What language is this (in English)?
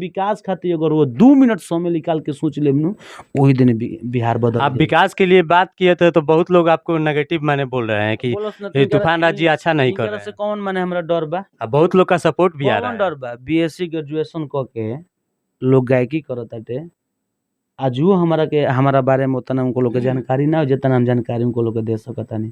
Bhojpuri